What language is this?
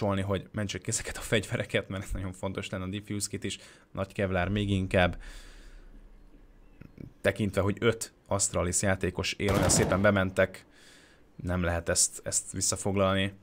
Hungarian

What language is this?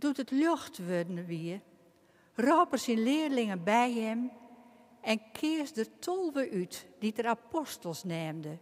Western Frisian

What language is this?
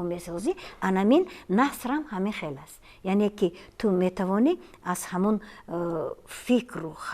Tajik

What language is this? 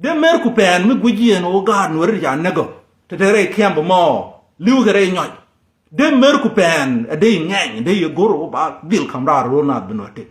Nuer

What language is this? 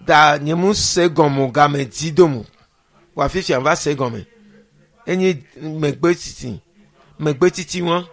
Ewe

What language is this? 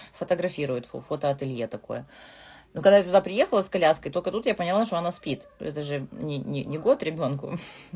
Russian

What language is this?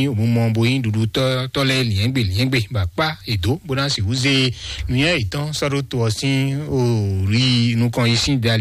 Fon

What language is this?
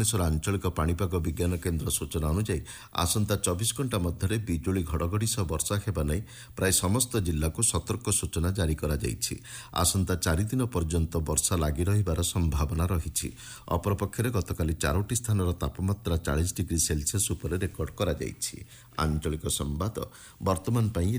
Odia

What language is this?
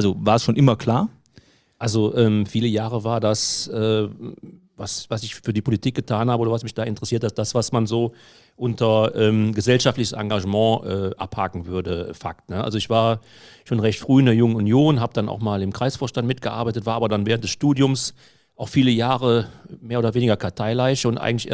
German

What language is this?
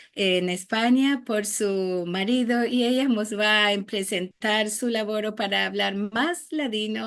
Ladino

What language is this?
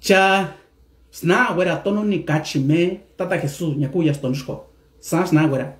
Mixtepec Mixtec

